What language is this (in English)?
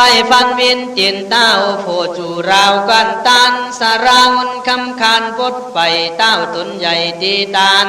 Khün